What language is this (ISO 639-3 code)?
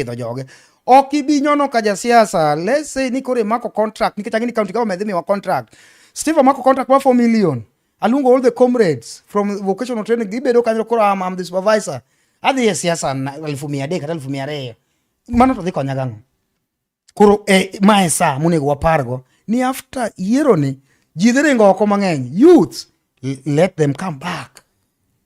luo